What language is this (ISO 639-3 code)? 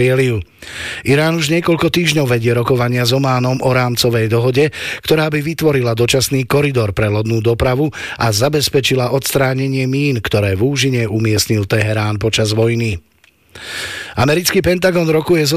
slk